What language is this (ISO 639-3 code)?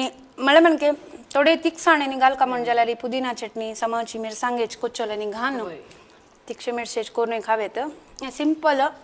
kok